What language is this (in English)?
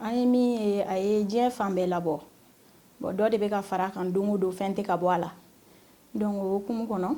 Bambara